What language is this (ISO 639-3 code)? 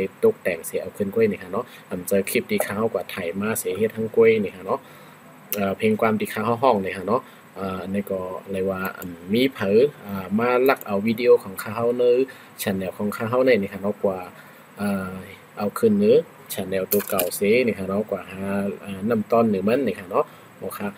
shn